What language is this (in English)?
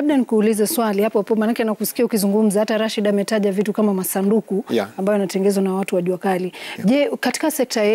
Swahili